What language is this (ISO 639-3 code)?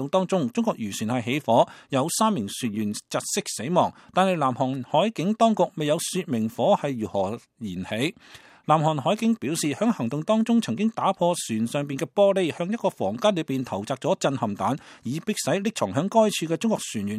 yue